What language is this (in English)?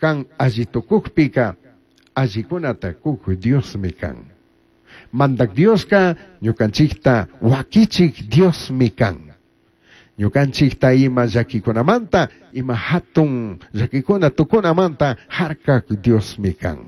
Chimborazo Highland Quichua